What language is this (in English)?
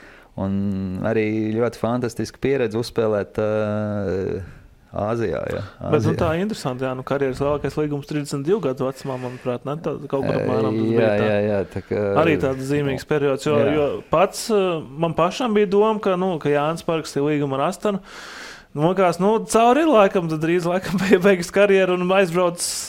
Latvian